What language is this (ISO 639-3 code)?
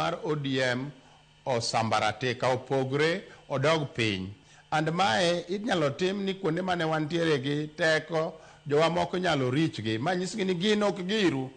luo